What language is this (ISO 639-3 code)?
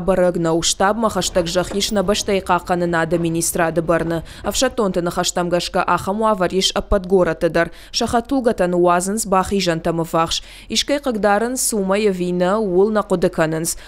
oss